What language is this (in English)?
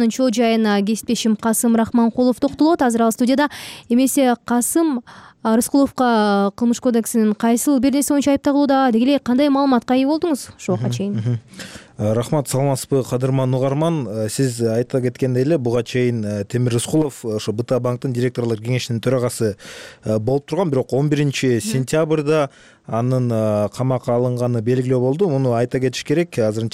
Kyrgyz